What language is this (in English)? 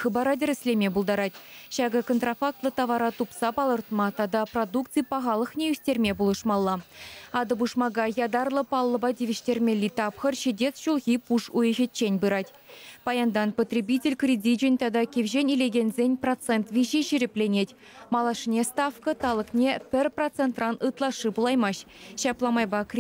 Chuvash